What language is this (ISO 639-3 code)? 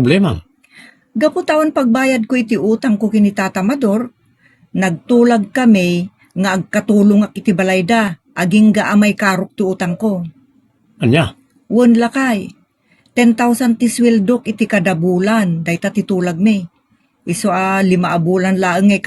ilo